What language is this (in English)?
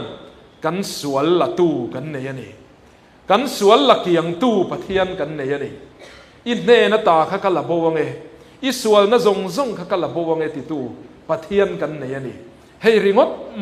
Mizo